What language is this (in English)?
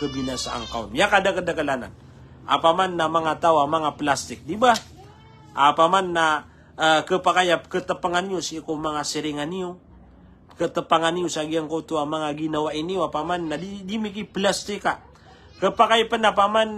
Maranao